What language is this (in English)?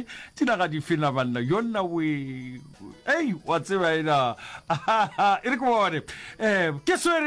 Northern Sotho